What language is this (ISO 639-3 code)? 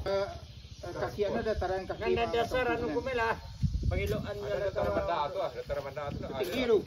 min